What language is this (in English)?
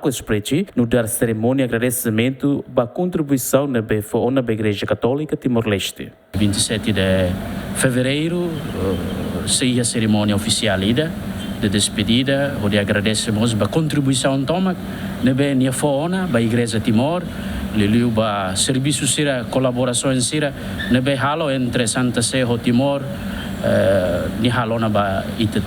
Tetum